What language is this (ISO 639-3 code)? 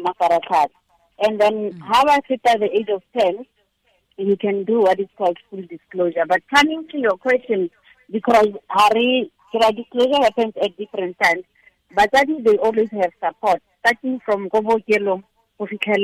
tsn